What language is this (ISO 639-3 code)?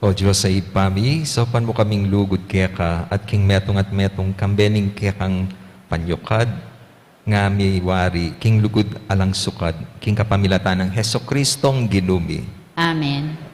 pam